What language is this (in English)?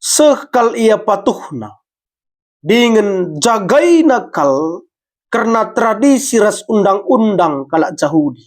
Batak Karo